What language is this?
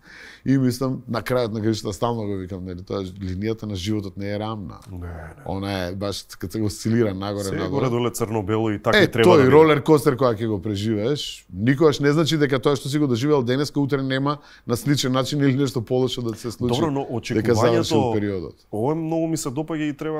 Macedonian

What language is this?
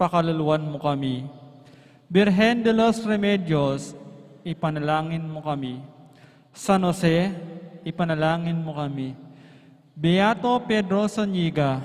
Pampanga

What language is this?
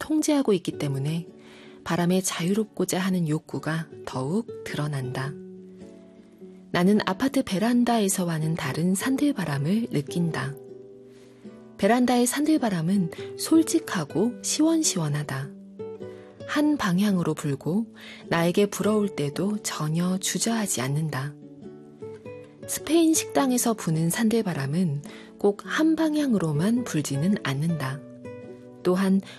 Korean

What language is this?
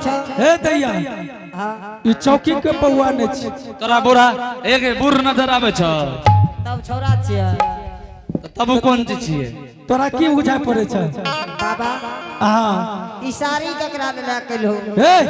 Angika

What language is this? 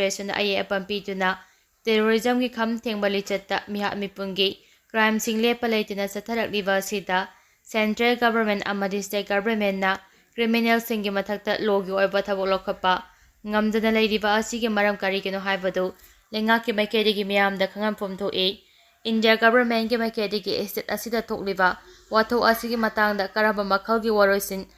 Manipuri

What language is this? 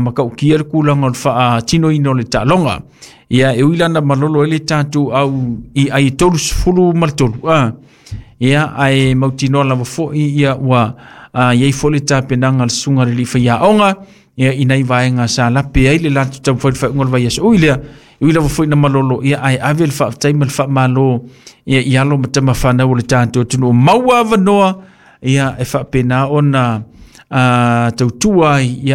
Samoan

